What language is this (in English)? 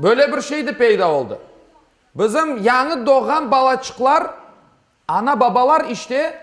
Crimean Tatar